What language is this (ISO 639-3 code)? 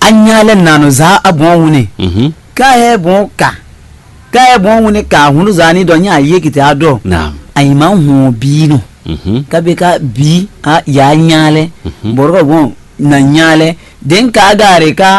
fon